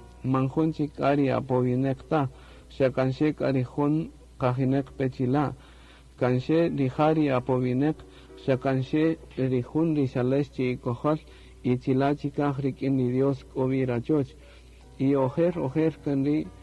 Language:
Kaqchikel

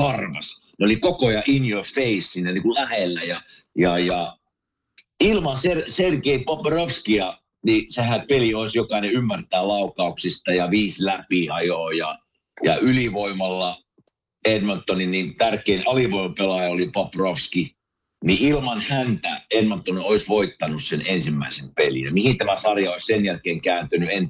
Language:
Finnish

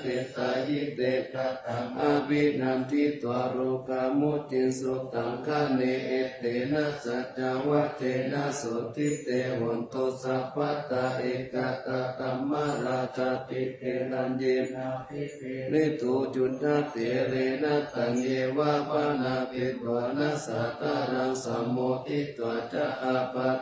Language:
Pali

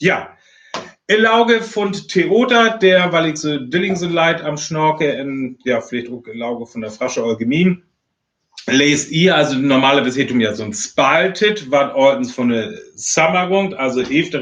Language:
Northern Frisian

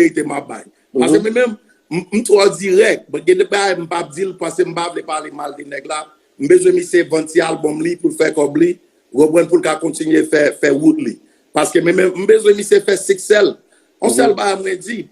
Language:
Haitian Creole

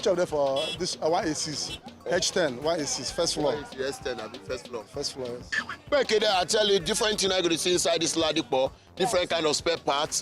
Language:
Nigerian Pidgin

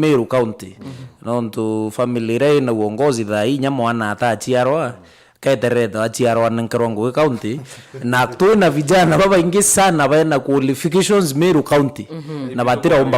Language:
Meru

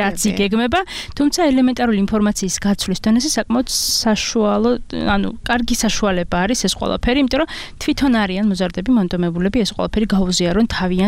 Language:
Georgian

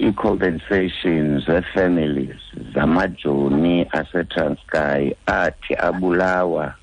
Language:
Xhosa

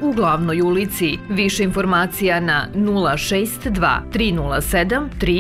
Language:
Serbian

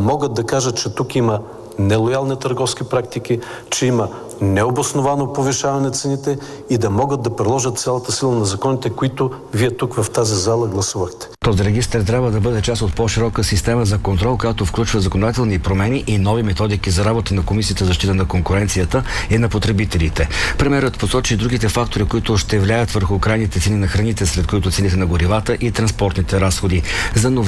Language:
Bulgarian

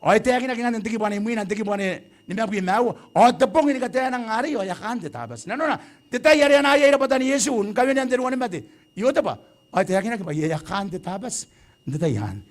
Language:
Gilbertese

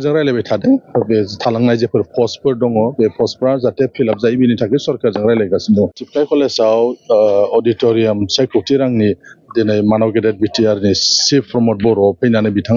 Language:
Bodo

